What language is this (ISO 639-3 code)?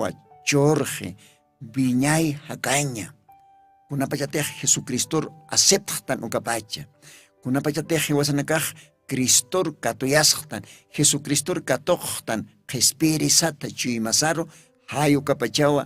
aym